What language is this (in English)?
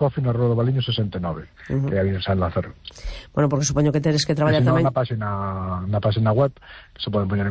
Galician